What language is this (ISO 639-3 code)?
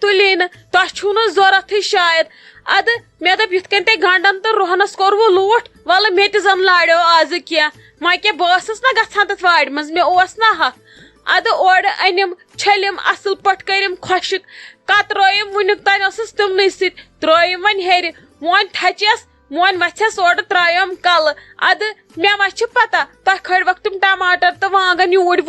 kas